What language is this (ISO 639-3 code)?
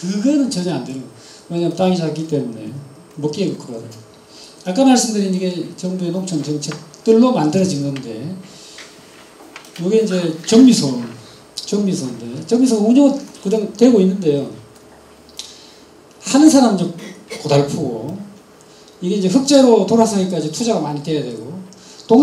kor